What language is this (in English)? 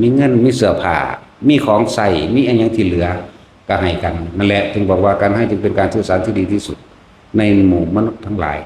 Lao